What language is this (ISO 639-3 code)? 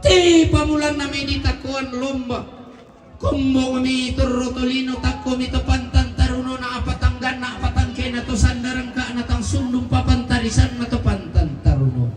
sda